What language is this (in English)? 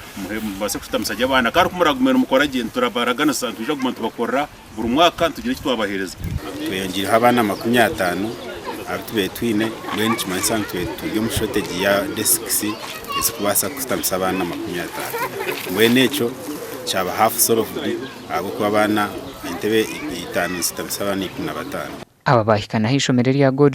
Nyankole